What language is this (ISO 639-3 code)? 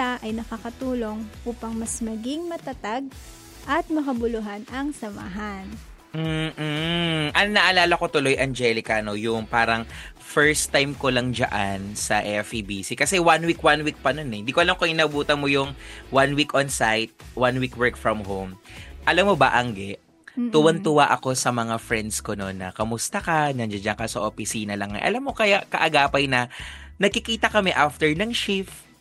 fil